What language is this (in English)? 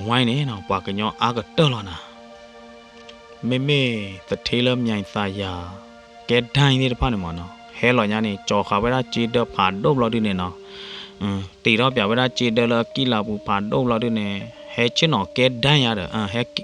S'gaw Karen